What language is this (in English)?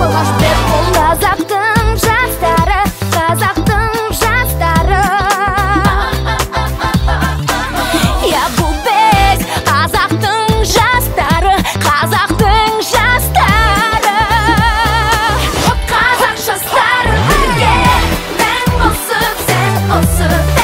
Kazakh